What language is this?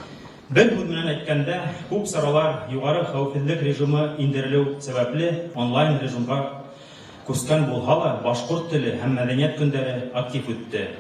Bashkir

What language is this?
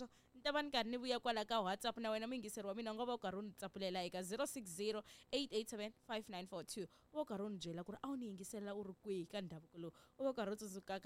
Tsonga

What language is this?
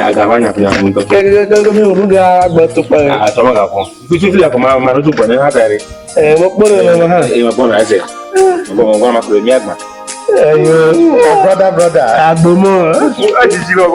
Ewe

